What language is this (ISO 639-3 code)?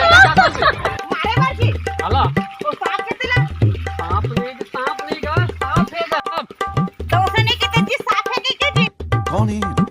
hne